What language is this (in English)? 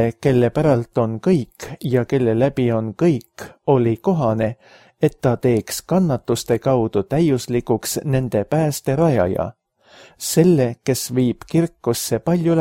Estonian